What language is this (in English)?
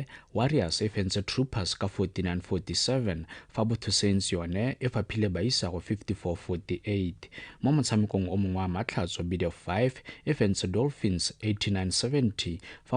Tswana